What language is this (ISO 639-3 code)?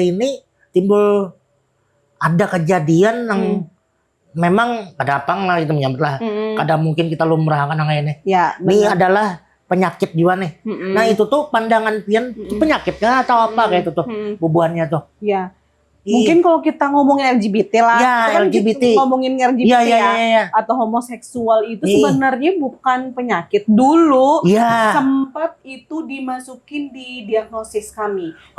bjn